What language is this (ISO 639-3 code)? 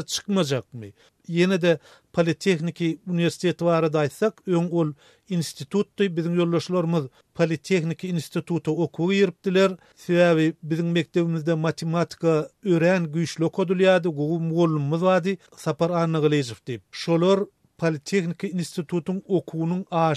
tuk